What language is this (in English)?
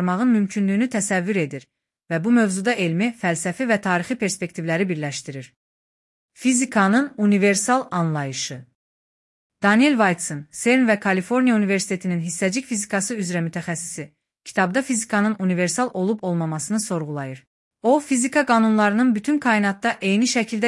Azerbaijani